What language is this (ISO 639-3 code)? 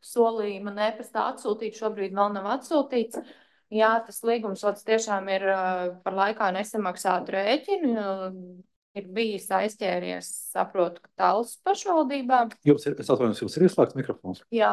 lav